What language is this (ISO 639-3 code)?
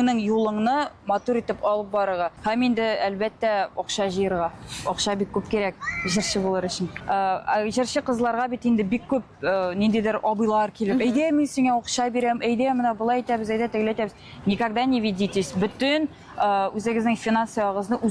tat